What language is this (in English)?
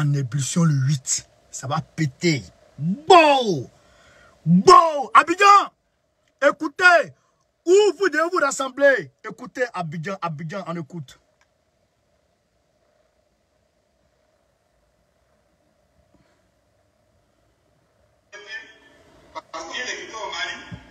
French